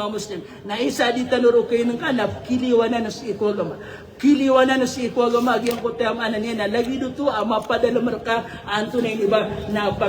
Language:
Maranao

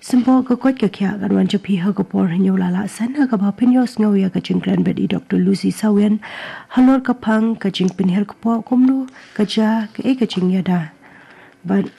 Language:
Khasi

